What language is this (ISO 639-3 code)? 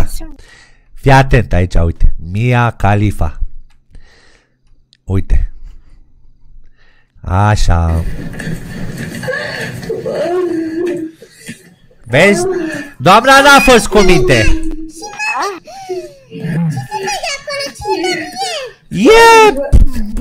ron